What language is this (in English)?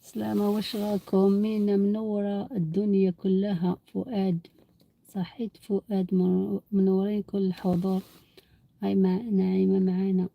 Algerian Arabic